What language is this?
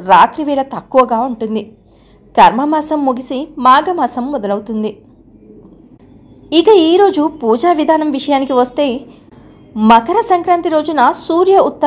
Telugu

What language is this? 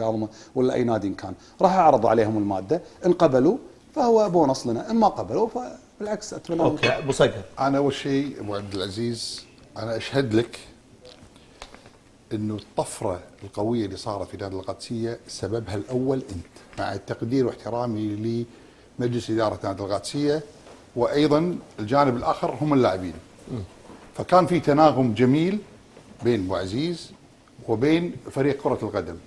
Gulf Arabic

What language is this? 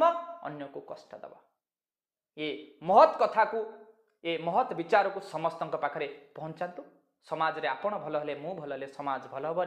Odia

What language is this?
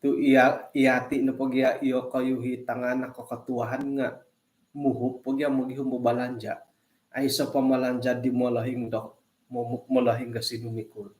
Central Dusun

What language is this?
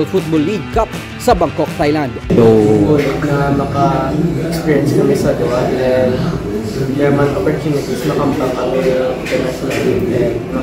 Hiligaynon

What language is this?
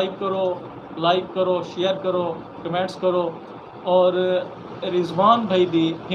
Saraiki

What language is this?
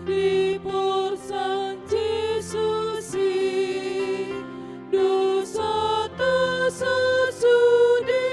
Batak Toba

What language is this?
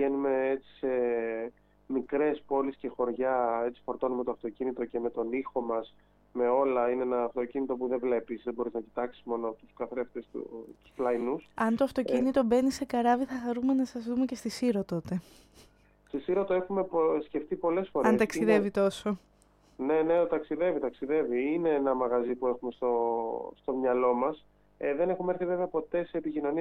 Greek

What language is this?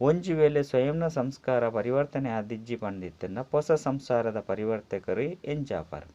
Tulu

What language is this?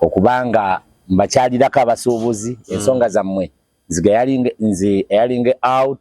Ganda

